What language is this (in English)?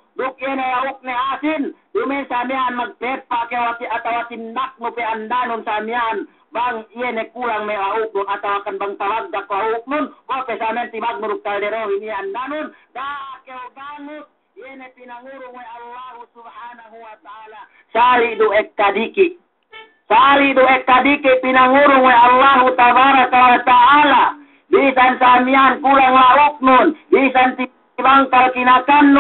Yakan